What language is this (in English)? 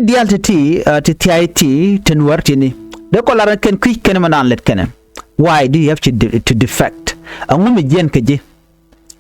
Nuer